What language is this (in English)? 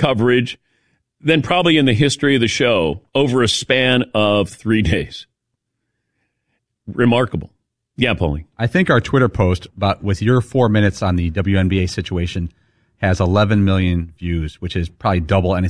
English